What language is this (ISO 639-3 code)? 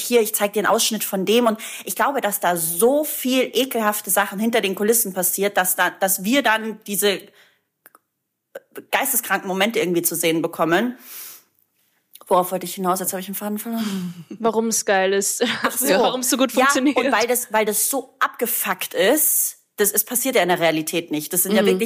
deu